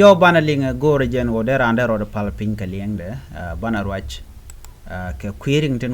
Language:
Nuer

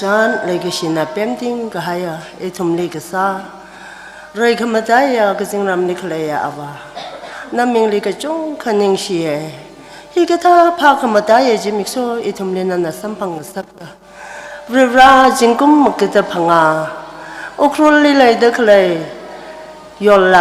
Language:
Tangkhul Naga (India)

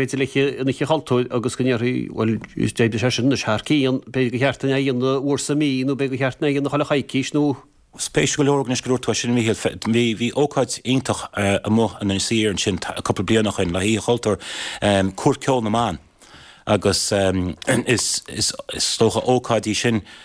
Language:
Irish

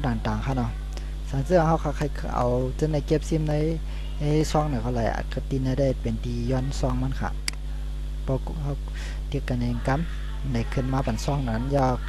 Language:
Shan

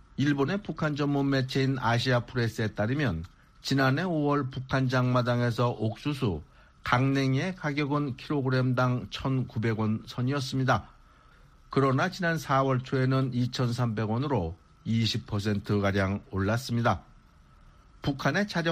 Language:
Korean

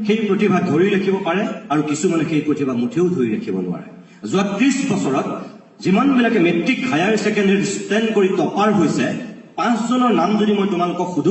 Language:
Assamese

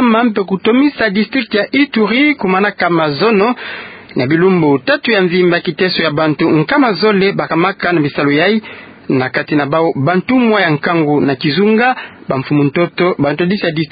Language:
Kituba (Democratic Republic of Congo)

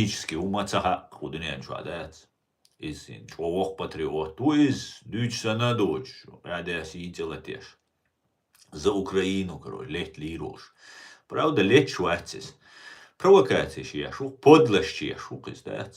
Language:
Chechen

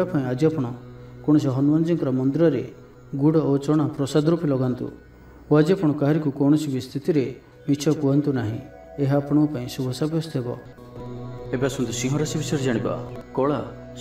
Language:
Odia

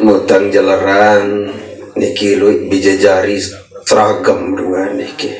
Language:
Sasak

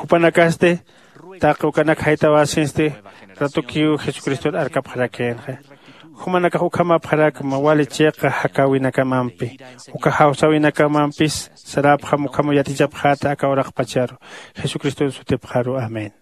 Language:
Aymara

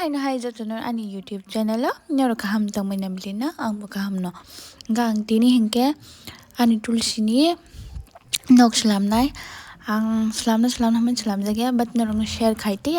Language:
Kok Borok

